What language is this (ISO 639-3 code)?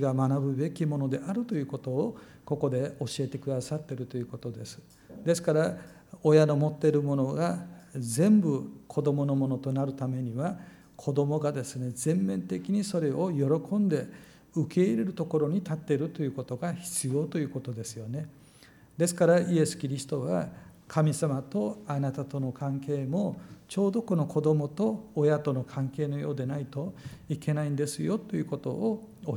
jpn